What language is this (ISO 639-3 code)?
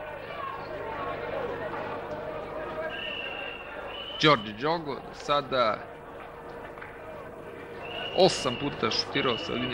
srp